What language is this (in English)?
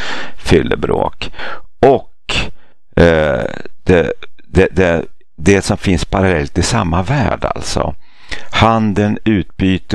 Swedish